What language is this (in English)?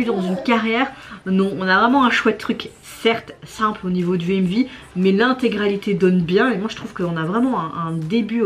French